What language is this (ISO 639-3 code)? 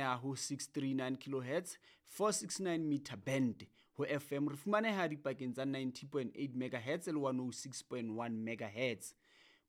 sot